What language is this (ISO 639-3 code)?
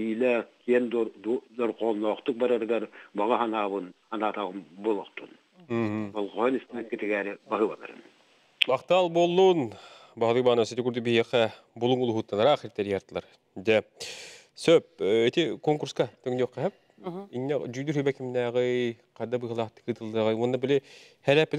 sah